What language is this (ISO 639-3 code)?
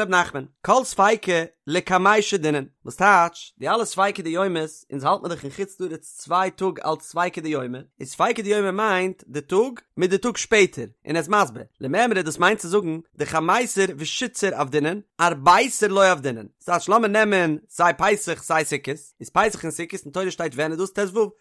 yid